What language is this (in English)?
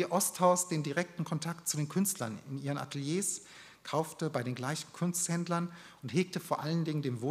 German